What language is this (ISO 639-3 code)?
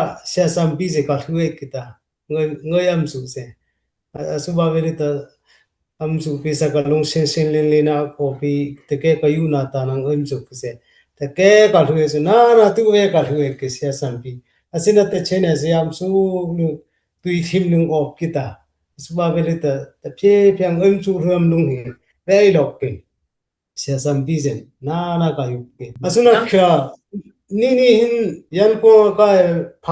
dis